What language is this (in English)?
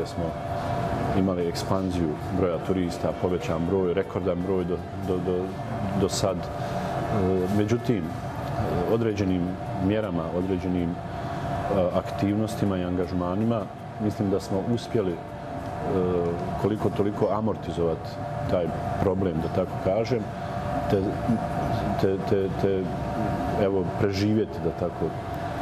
Bosnian